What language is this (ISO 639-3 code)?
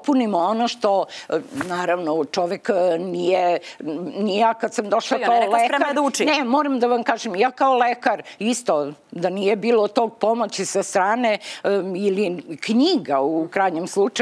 srp